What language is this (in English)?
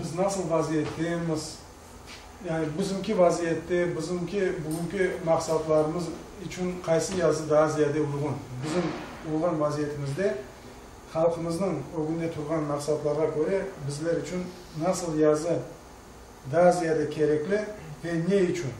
Crimean Tatar